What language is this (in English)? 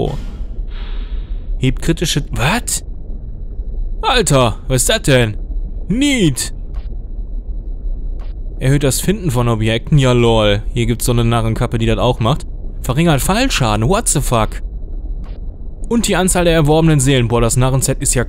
German